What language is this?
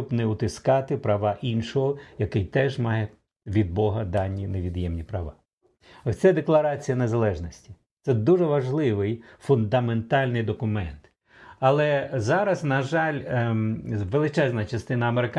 Ukrainian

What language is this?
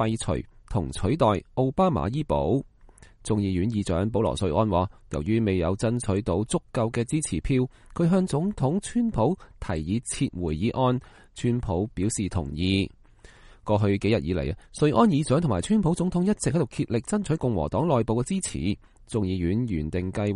Cantonese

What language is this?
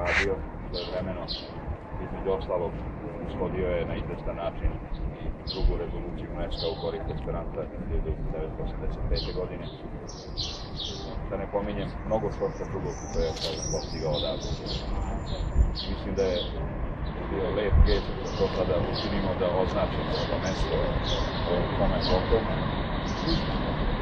Serbian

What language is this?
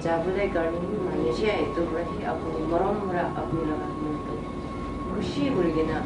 Naga Pidgin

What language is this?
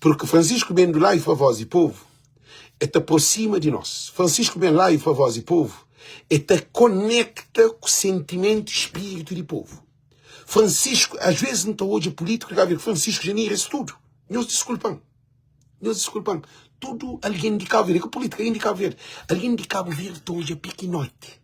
Kabuverdianu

